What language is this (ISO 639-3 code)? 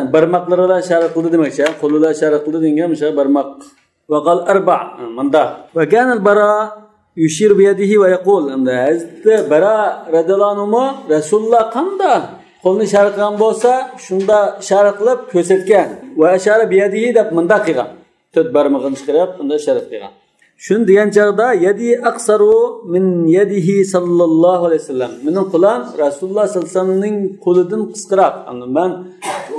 uig